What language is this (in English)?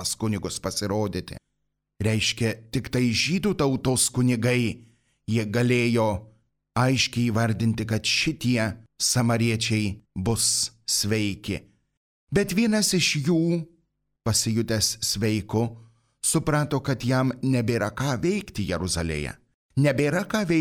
Lithuanian